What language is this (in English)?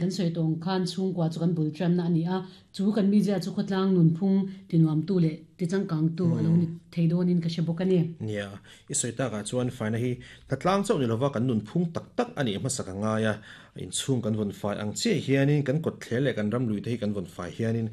Mizo